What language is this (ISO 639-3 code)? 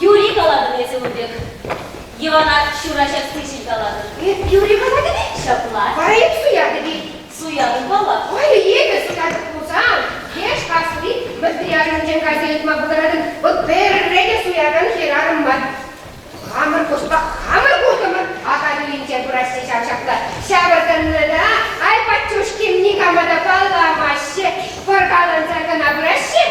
chv